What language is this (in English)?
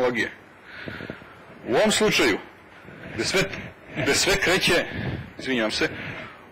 Serbian